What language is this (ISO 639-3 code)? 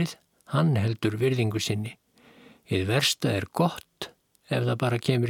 isl